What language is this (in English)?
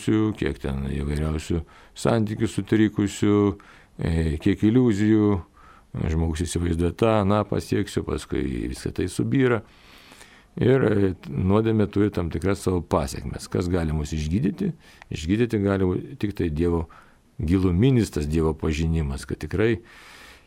Lithuanian